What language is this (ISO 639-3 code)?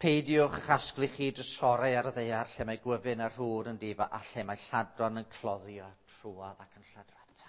cym